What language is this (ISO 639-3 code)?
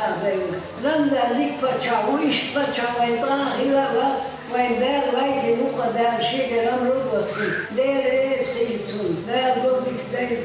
che